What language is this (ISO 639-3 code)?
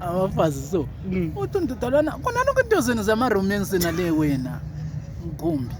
zul